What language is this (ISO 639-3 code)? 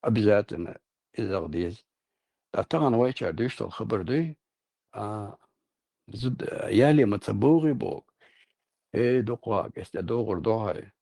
che